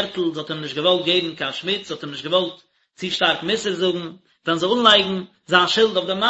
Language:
Yiddish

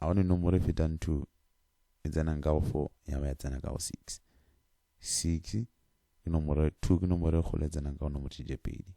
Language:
Northern Sotho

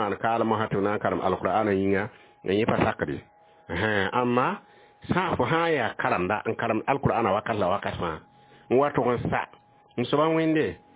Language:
Mossi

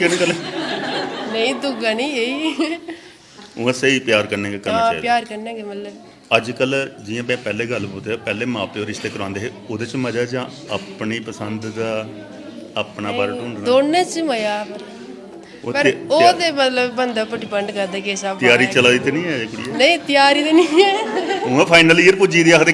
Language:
Dogri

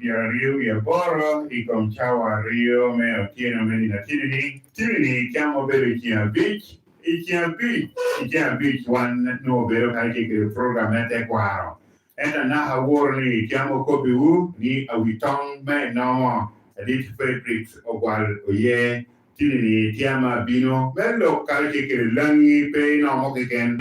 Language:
Lango (Uganda)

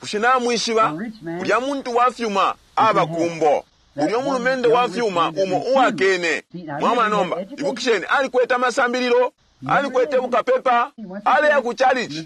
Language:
Bemba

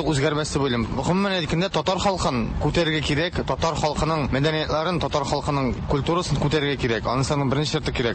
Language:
Tatar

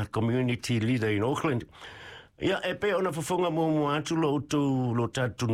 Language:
Samoan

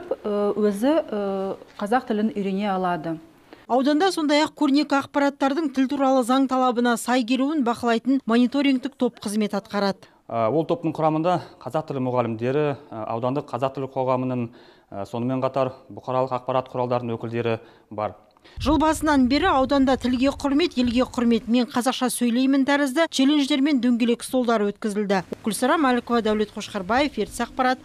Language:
Kazakh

